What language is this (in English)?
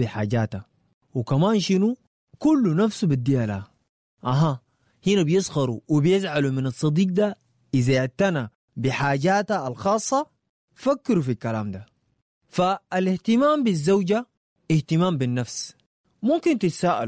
Sudanese Arabic